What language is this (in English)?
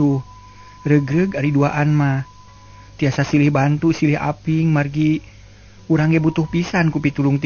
Sundanese